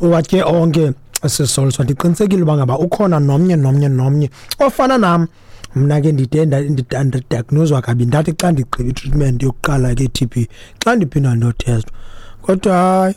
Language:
Xhosa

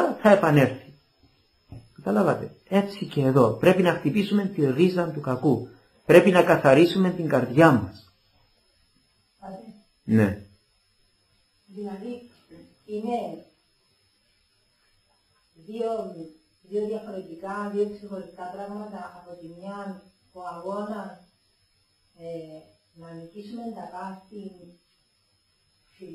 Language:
Greek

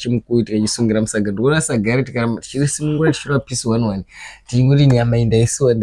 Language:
Shona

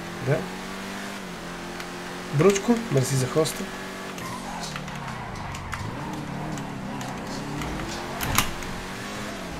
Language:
Bulgarian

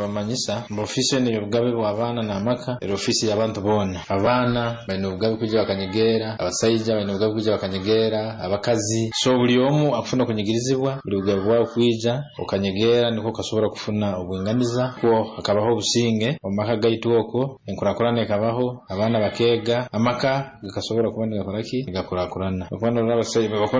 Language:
Nyoro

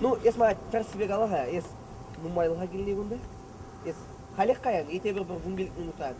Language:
Chuvash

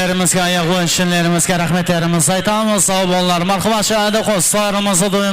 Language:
Kara-Kalpak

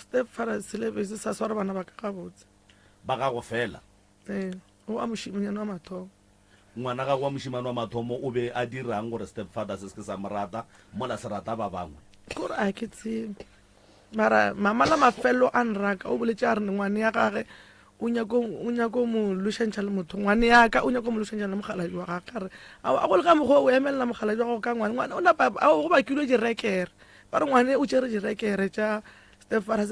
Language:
Northern Sotho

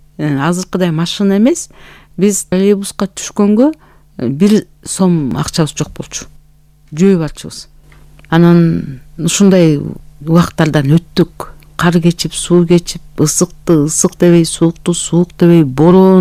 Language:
Kyrgyz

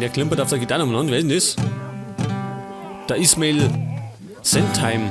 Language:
Bavarian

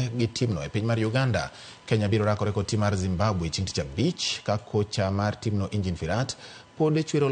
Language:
Luo (Kenya and Tanzania)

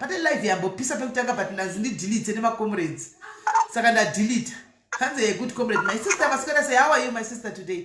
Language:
Shona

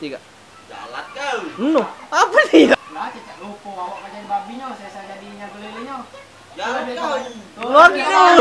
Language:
Musi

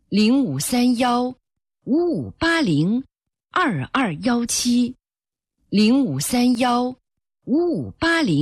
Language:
Chinese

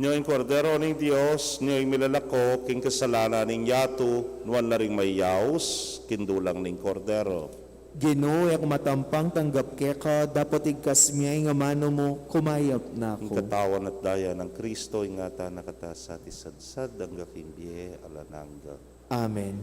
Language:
Pampanga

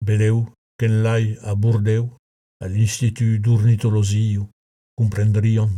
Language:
Occitan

